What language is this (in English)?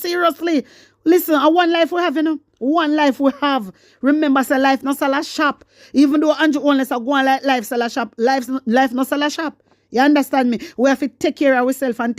Jamaican Creole English